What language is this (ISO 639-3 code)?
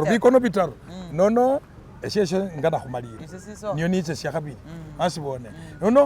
myx